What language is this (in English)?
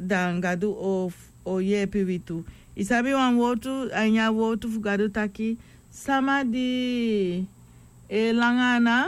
Sranan Tongo